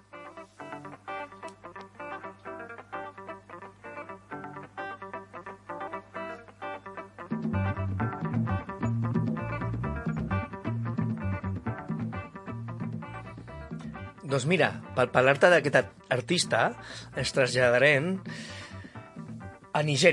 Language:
Catalan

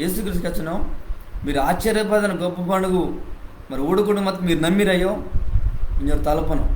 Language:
Koya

